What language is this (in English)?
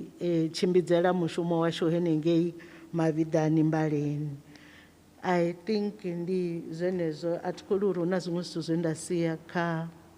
Venda